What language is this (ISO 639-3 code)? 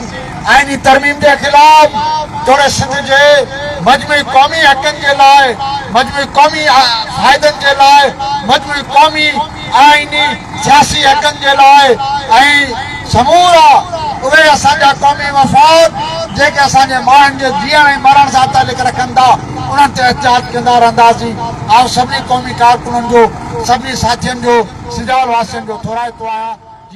snd